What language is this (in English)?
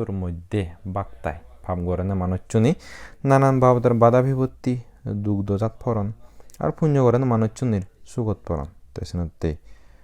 Chakma